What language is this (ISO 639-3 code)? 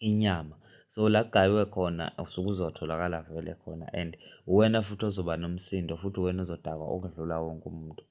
zul